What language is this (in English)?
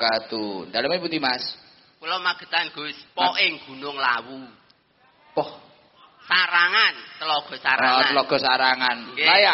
Javanese